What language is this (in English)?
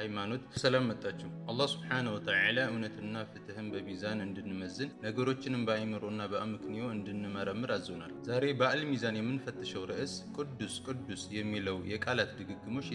Amharic